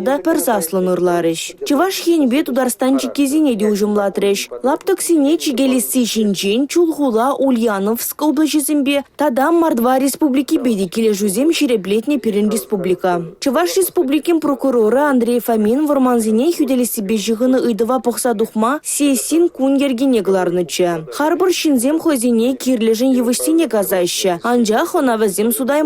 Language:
Chuvash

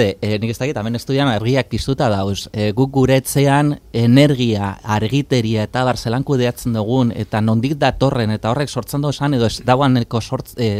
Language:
Basque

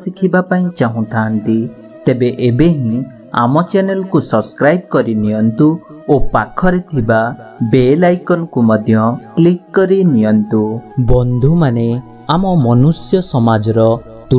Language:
Odia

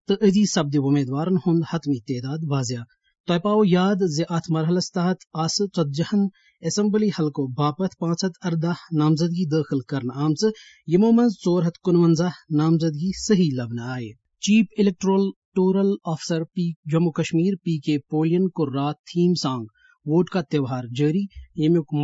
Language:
Kashmiri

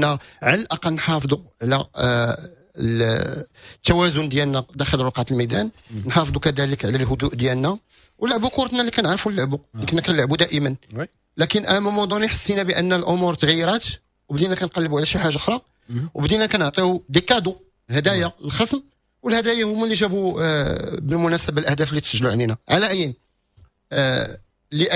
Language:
Moroccan Arabic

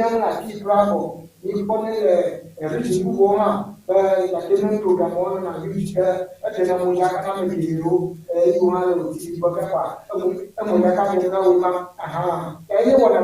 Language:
Ewe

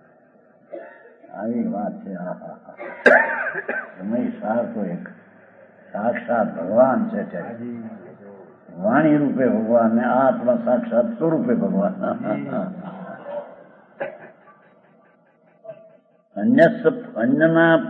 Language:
Gujarati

